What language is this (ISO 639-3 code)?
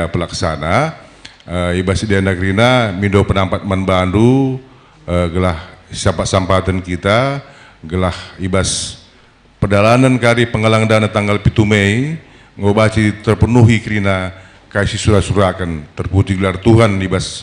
btx